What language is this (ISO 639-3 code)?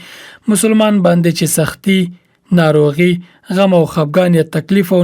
pus